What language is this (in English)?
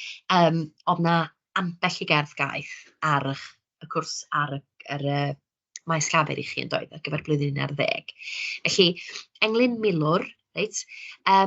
Welsh